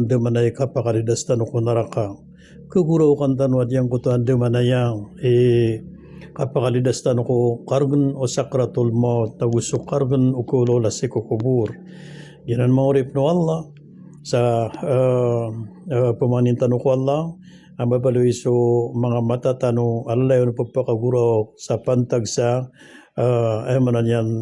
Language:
Maranao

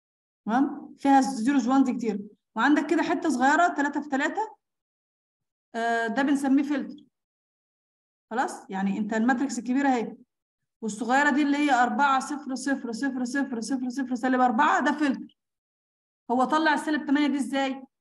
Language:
Egyptian Arabic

